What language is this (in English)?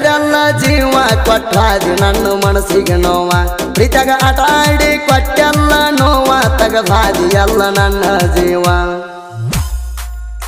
Kannada